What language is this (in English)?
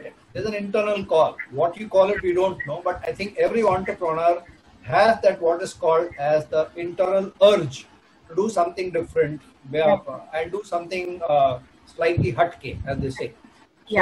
English